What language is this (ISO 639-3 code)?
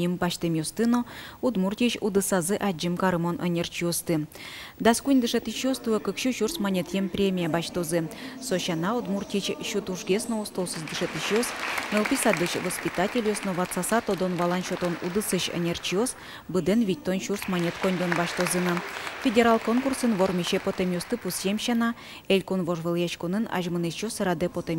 udm